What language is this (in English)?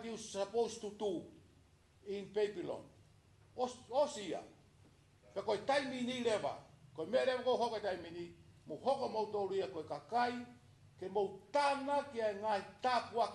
Tongan